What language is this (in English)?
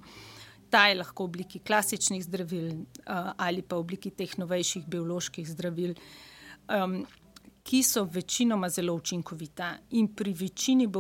Slovenian